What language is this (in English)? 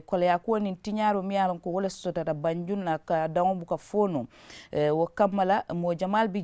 Mandingo